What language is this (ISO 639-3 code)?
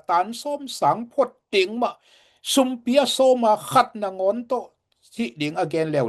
ctd